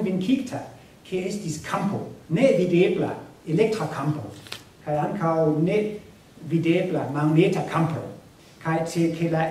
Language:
Esperanto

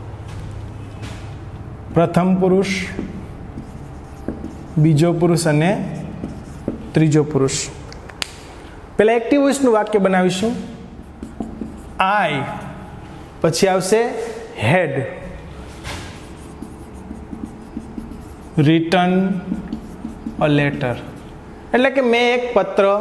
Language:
Gujarati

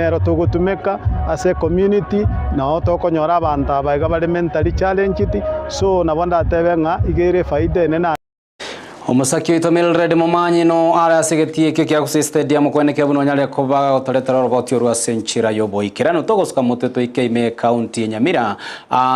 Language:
Gusii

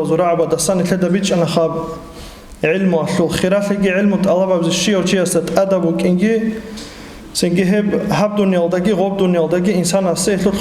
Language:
Avaric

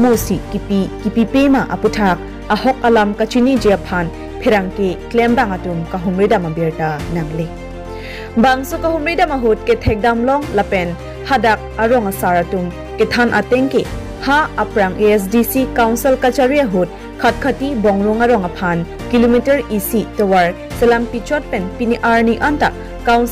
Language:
Karbi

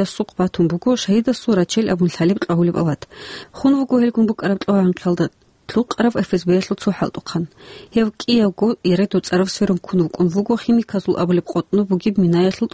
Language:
Avaric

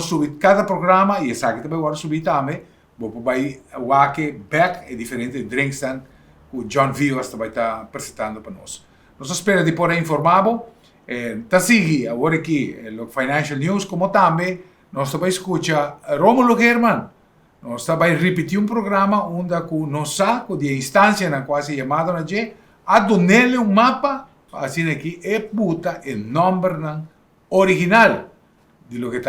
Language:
Papiamento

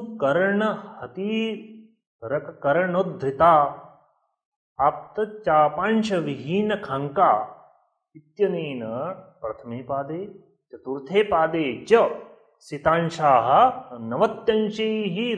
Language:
Sanskrit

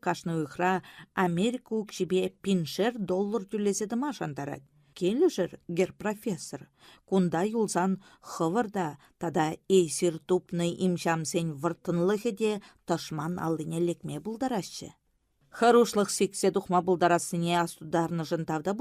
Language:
Chuvash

